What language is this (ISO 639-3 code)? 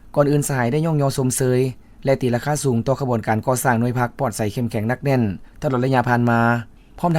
lao